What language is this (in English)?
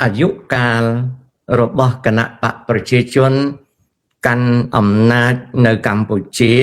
Khmer